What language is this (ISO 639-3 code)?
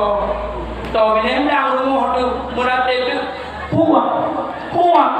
ace